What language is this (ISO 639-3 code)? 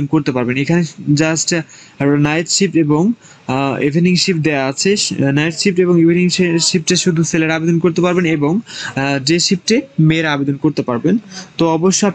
ben